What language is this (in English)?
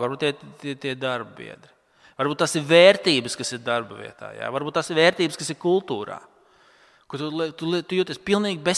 Latvian